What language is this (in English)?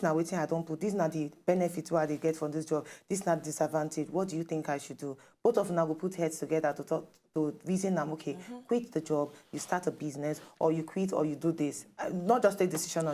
Nigerian Pidgin